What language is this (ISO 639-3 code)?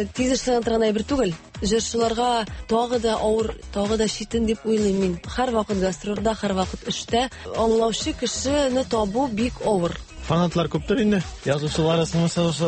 tat